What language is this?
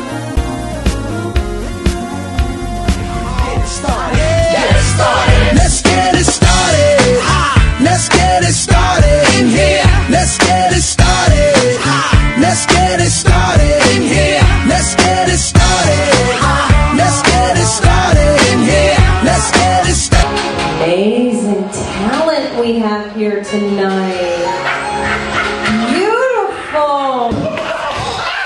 English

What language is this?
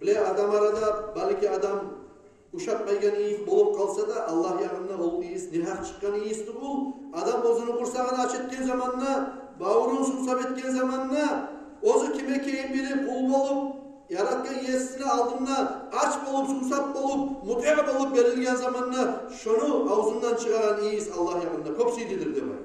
Kumyk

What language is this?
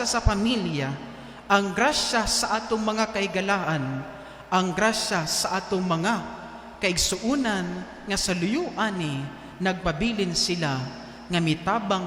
Cebuano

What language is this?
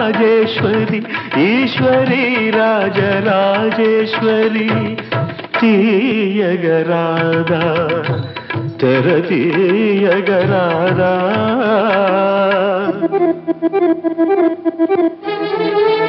Telugu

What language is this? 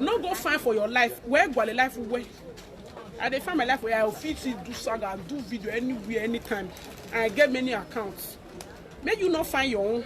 Nigerian Pidgin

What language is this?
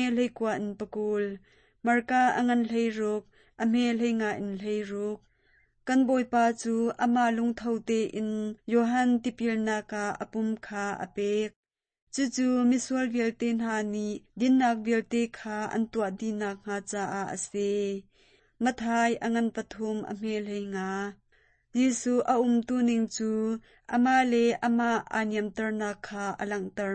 Hakha Chin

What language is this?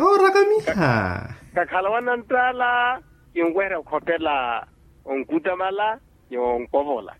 Makhuwa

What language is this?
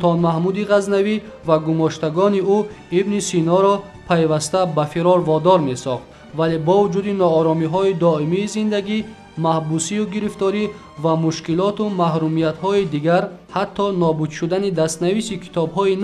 Tajik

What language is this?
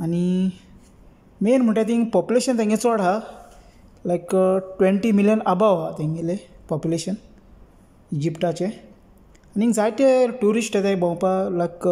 Konkani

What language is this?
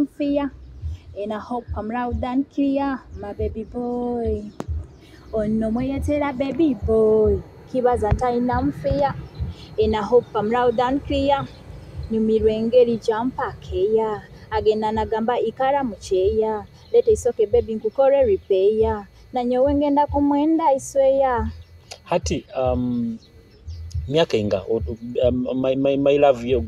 Nyoro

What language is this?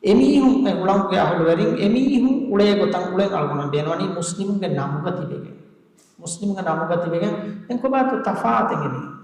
Divehi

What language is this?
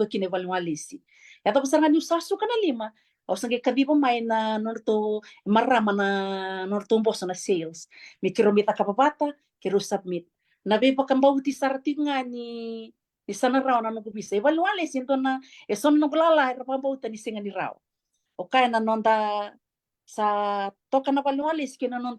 Fijian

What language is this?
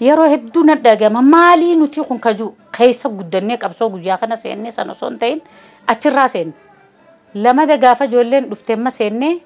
Oromo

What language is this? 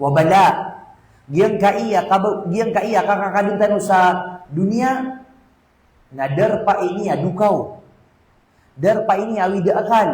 Maranao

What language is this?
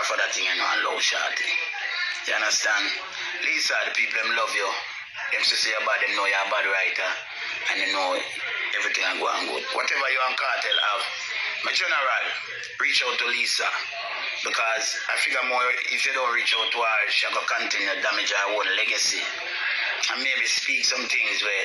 Jamaican Creole English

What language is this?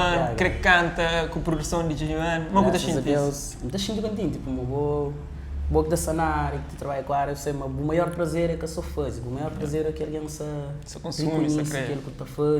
Kabuverdianu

